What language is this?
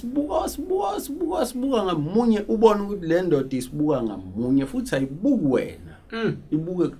Zulu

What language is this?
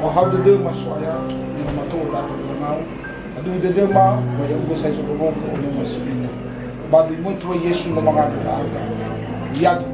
Nias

